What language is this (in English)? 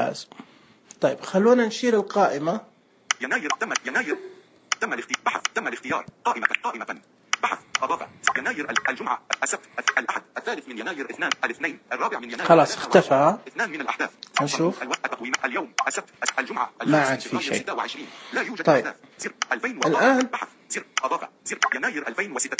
Najdi Arabic